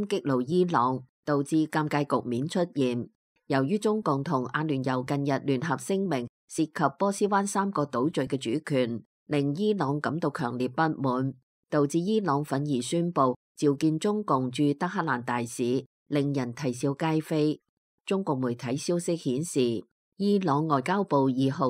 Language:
Cantonese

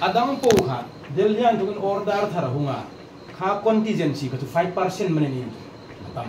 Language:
Hmar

